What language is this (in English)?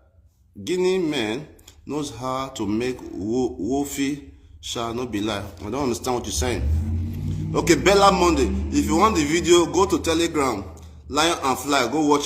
Nigerian Pidgin